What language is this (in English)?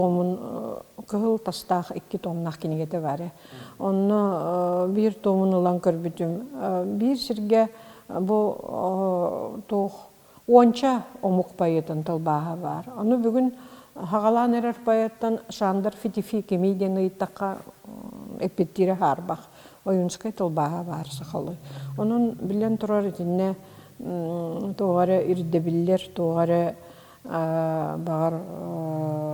Yakut